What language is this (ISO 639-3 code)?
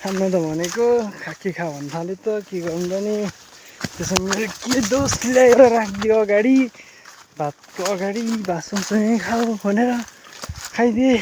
nep